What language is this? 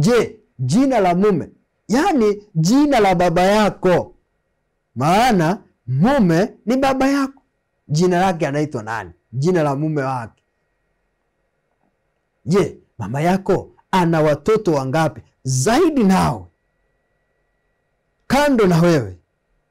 Swahili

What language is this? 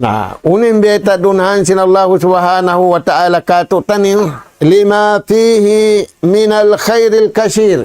Tausug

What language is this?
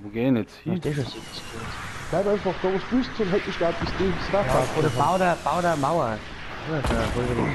Bavarian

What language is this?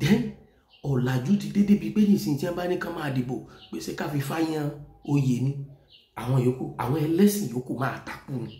Yoruba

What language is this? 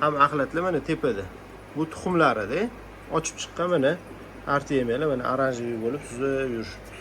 Uzbek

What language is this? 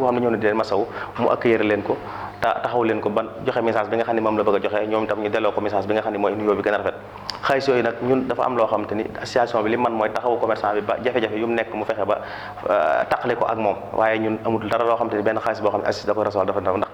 Wolof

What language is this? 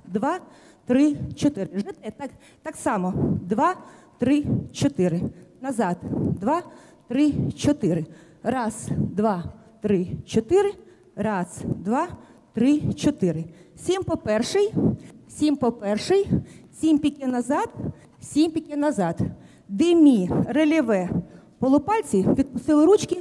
Ukrainian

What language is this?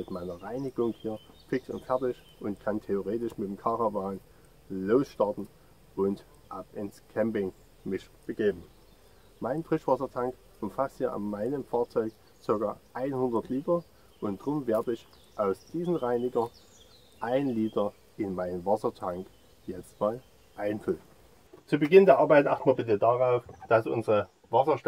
German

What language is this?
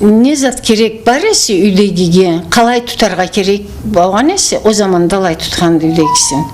Karachay-Balkar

